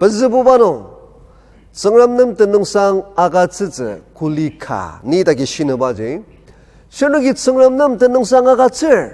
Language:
Ao Naga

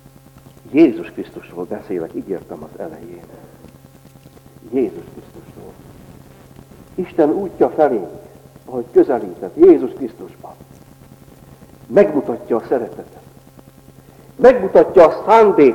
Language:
Hungarian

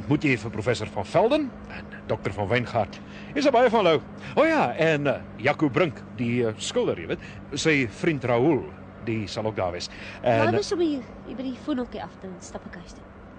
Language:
Afrikaans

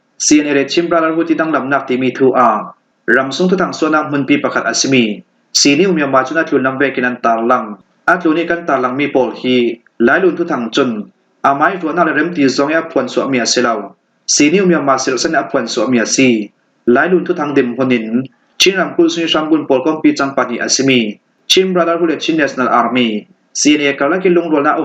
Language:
Falam Chin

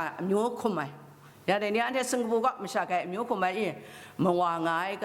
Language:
Kachin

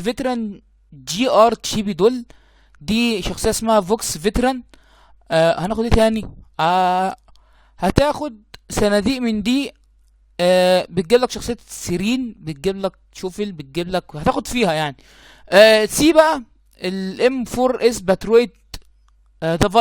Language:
Egyptian Arabic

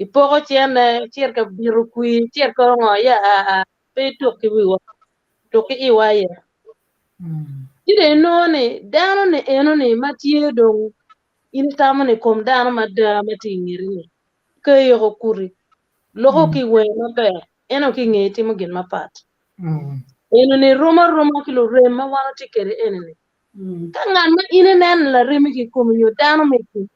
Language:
Acoli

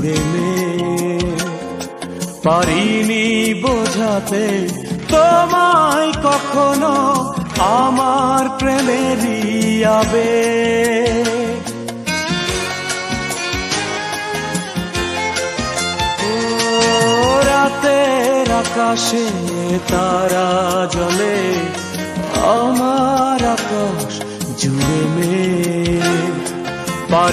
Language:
Bangla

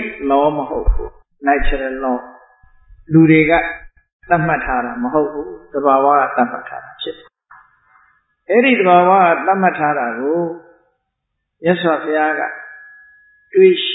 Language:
Burmese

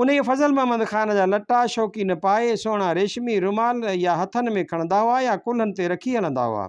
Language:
Sindhi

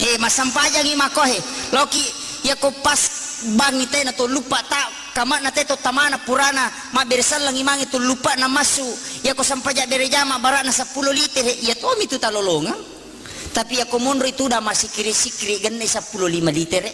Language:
Buginese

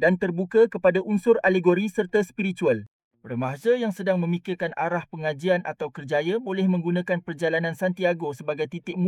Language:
Malay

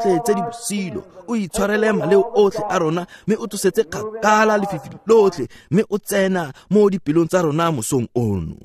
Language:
Tswana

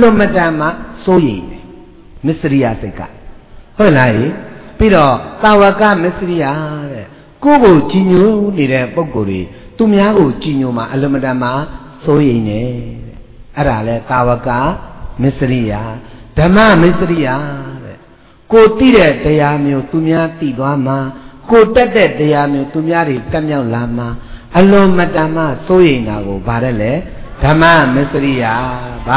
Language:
Burmese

